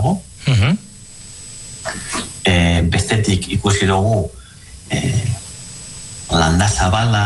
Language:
Basque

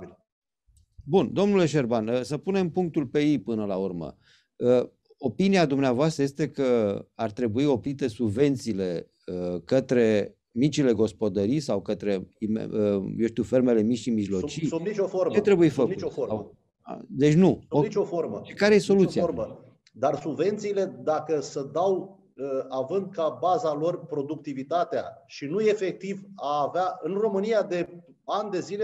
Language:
Romanian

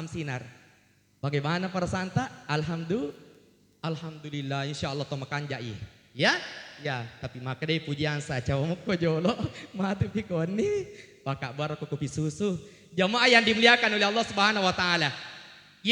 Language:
Buginese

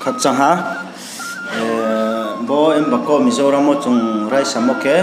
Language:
Riang (India)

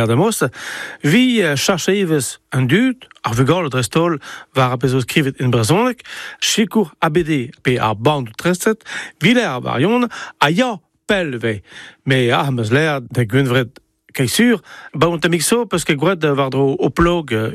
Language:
Breton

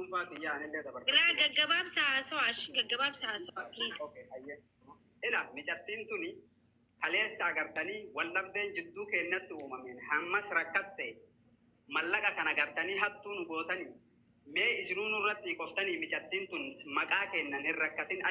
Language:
Oromo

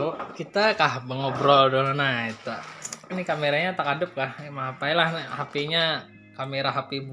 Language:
Banjar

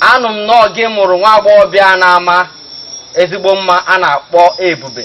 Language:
Igbo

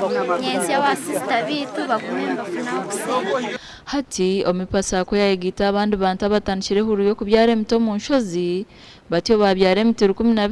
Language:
Nyankole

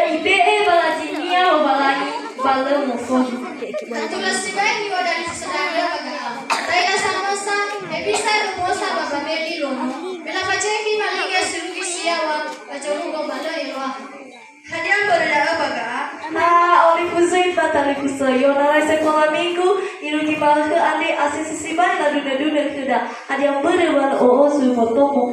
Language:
Nias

